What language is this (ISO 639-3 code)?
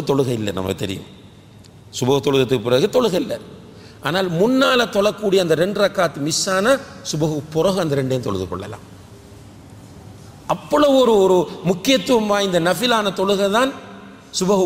tam